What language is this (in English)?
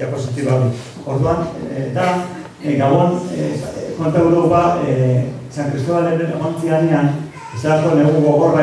Basque